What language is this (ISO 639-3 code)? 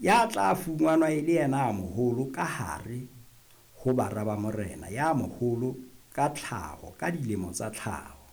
sot